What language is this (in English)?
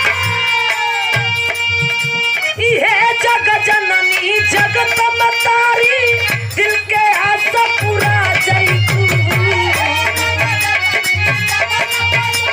Bhojpuri